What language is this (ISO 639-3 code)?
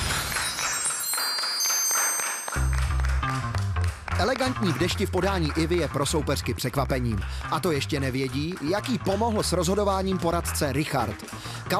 ces